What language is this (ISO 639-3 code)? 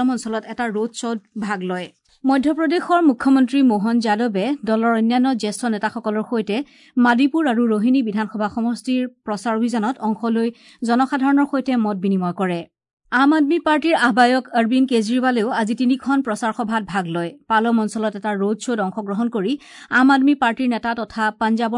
asm